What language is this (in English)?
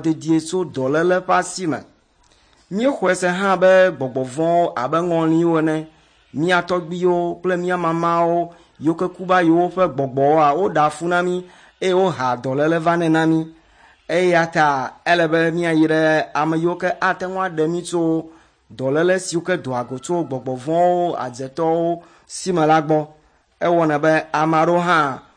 Ewe